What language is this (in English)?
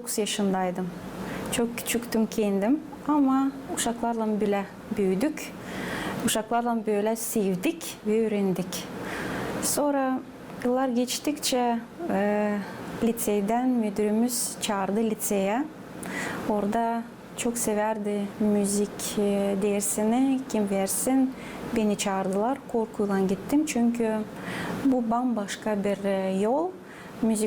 Gagauz